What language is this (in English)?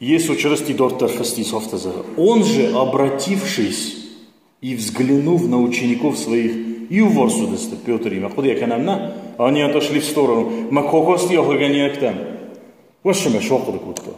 Ossetic